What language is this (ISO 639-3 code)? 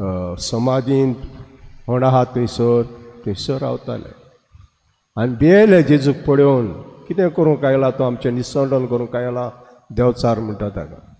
kok